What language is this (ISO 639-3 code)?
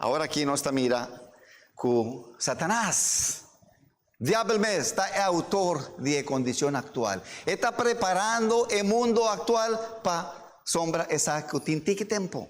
pap